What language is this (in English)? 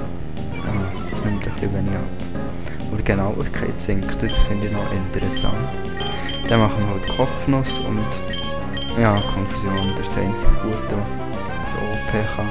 Swiss German